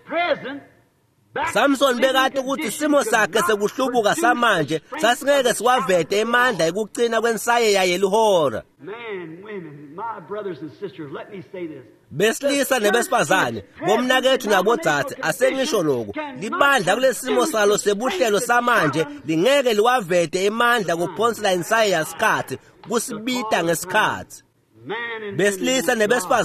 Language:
Swati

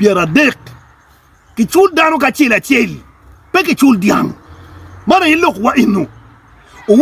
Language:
Acoli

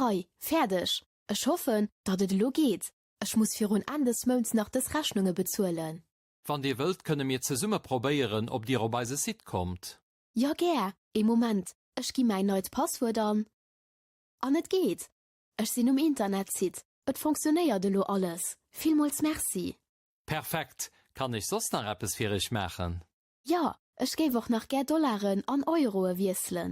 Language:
Luxembourgish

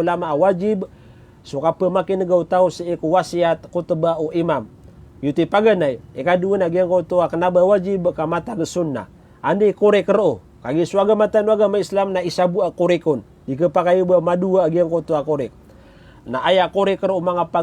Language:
Maranao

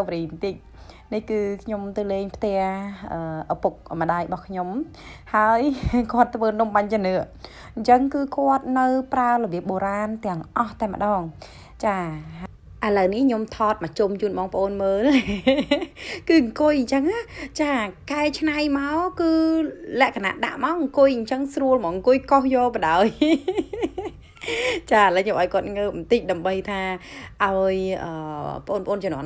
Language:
Khmer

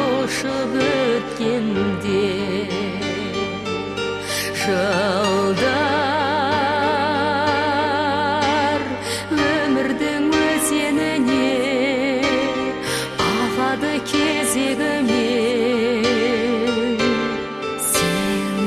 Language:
Kazakh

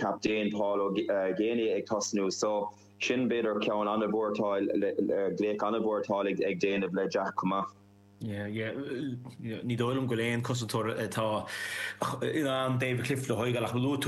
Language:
Irish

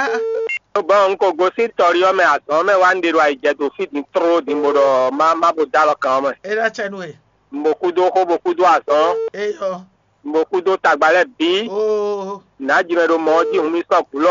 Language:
Fon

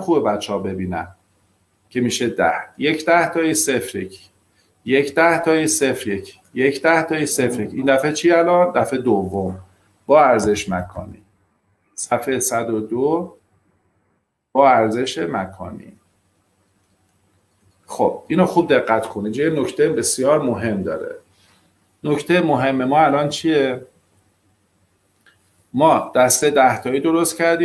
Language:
Persian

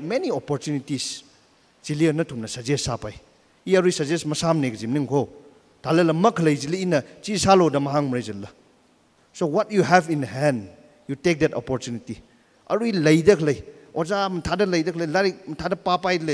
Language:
Tangkhul Naga (India)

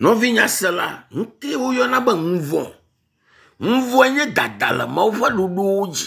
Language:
Ewe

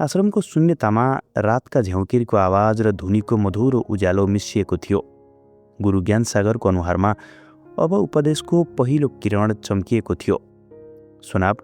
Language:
Nepali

